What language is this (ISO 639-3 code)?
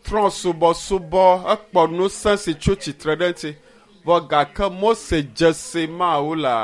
ewe